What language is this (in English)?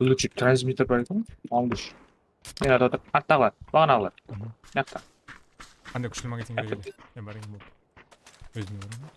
Kara-Kalpak